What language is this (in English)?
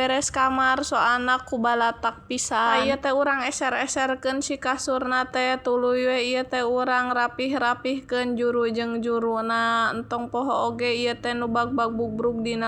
Sundanese